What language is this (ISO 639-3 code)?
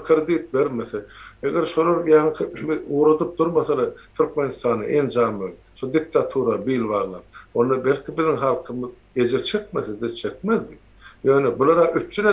tuk